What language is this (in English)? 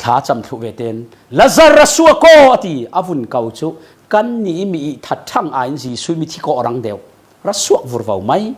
Falam Chin